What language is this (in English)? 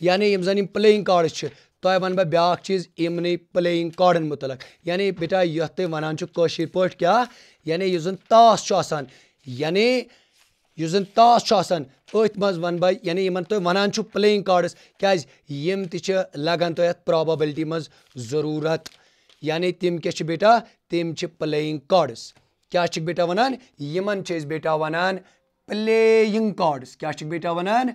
Kashmiri